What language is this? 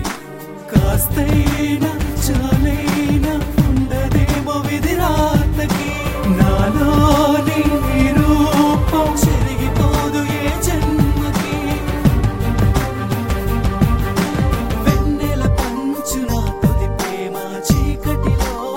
Telugu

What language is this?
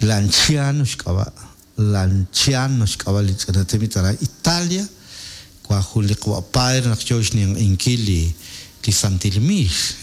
Kekchí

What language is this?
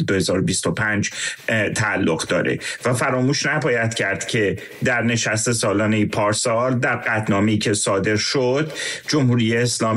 Persian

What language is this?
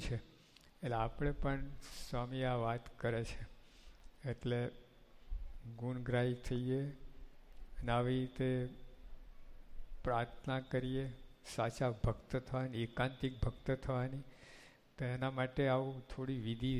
Gujarati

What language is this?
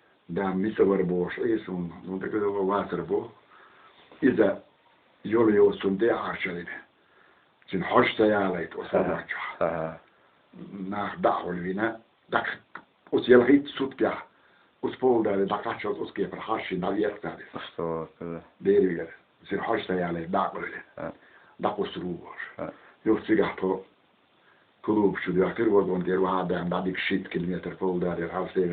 Chechen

